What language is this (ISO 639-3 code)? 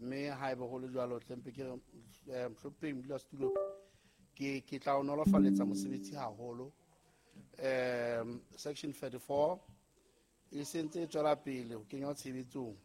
sot